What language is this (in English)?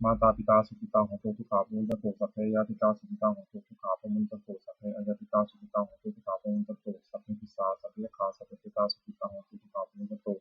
Pali